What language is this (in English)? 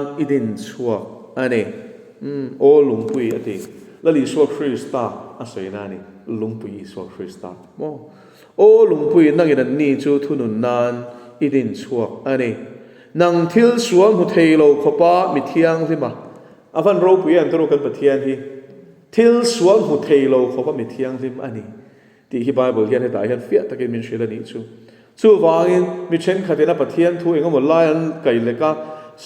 Mizo